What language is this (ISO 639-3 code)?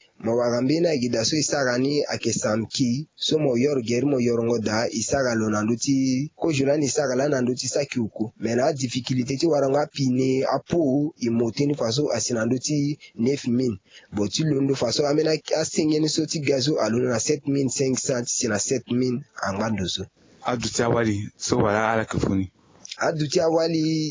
sag